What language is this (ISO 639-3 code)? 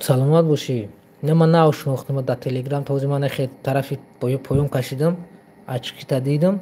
tgk